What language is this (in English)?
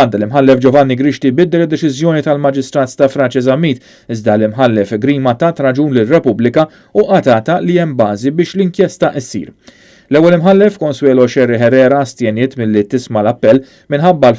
Maltese